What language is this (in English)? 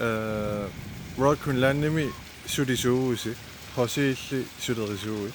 Kalaallisut